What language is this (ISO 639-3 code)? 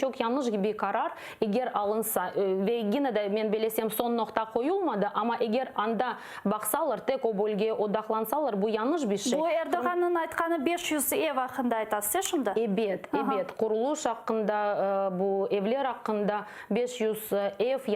crh